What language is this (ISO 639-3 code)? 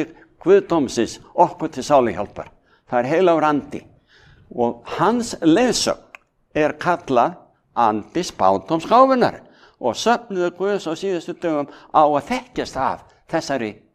isl